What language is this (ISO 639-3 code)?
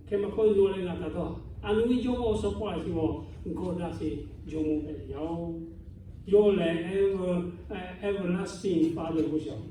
lhu